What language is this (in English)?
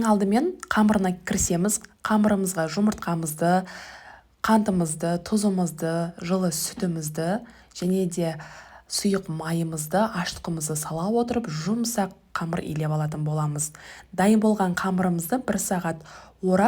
Kazakh